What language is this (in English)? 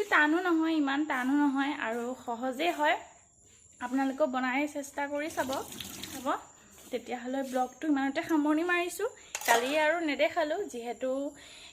Assamese